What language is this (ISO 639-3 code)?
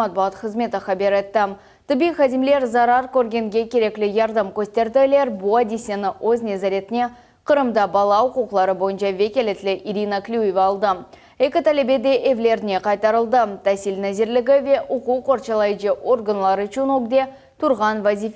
crh